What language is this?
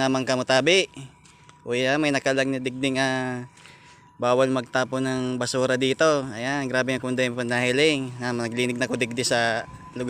Bikol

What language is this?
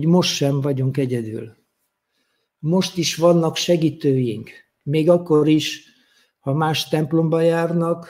Hungarian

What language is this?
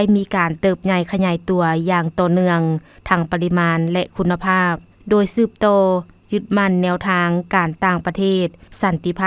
Lao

